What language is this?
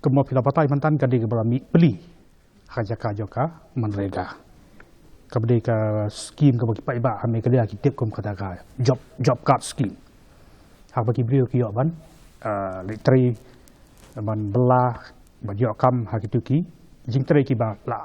Khasi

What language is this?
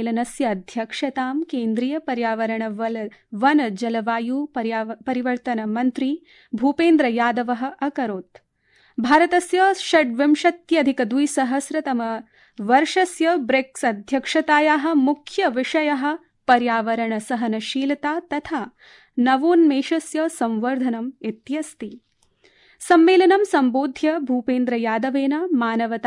Sanskrit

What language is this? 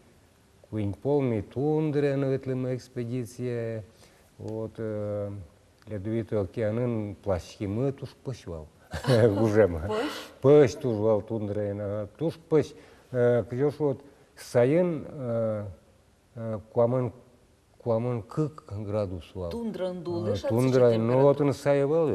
Udmurt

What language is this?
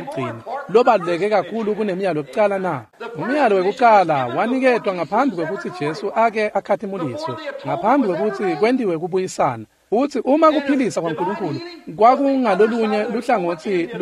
Swati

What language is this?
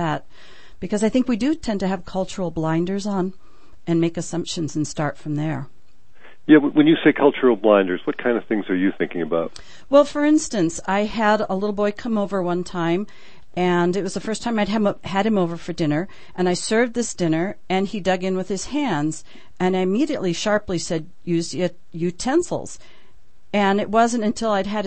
English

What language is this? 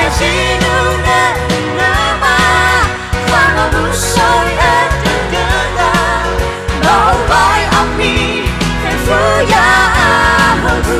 Nias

